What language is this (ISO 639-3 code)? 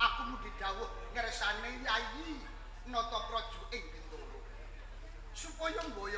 jav